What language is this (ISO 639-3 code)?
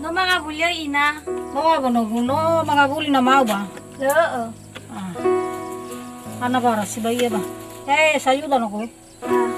nia